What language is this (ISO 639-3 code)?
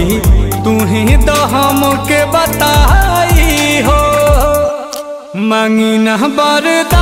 bho